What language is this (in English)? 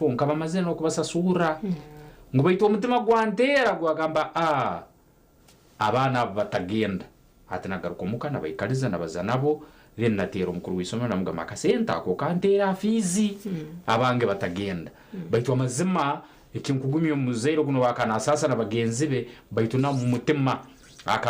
Nyankole